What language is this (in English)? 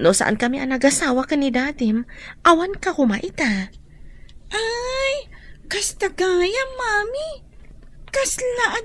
Iloko